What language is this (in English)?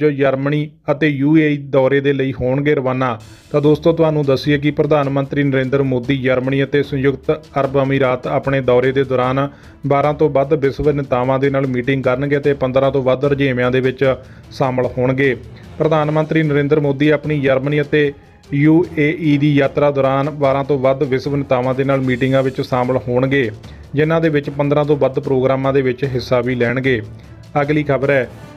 Punjabi